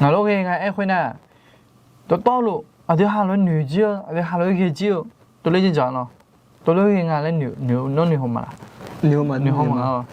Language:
Akha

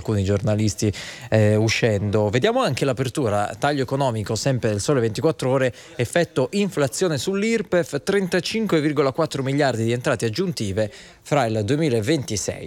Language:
Italian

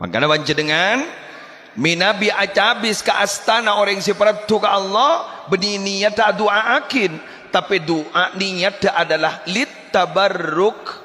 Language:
Madurese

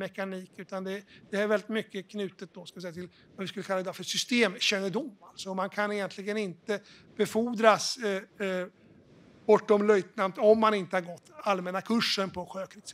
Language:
Swedish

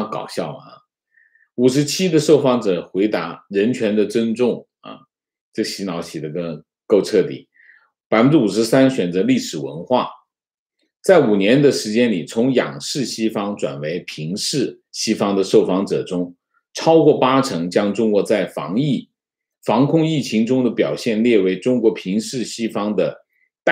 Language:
Chinese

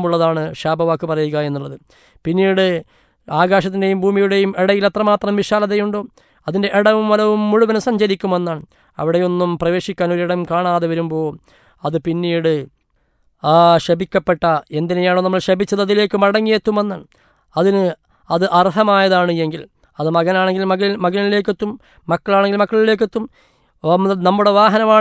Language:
Malayalam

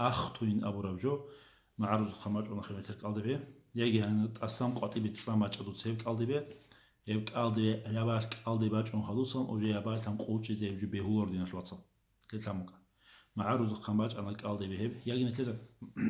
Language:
Avaric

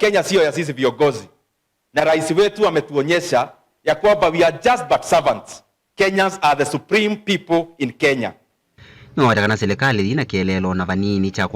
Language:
Kamba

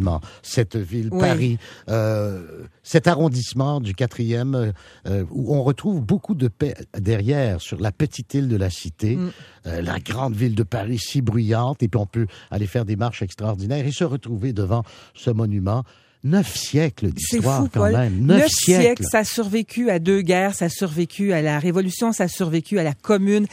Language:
French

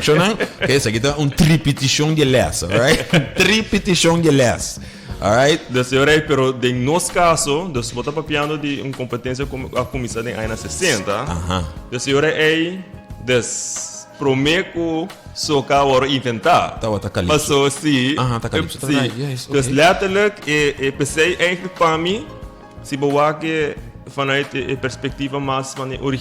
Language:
Papiamento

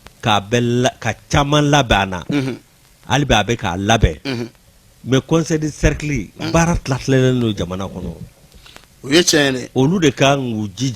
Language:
Bambara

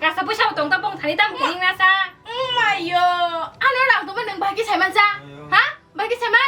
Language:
Kok Borok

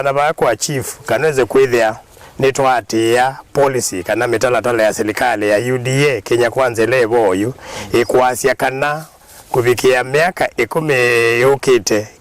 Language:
Kamba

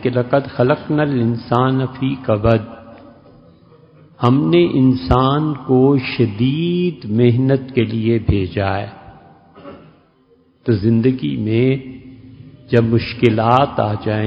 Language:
Urdu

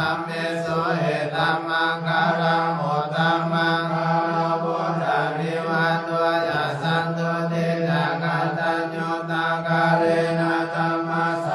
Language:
Pali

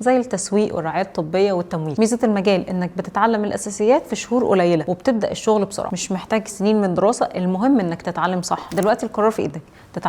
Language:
Egyptian Arabic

